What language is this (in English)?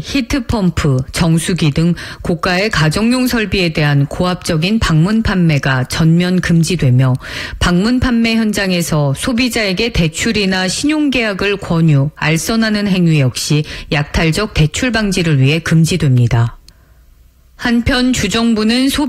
Korean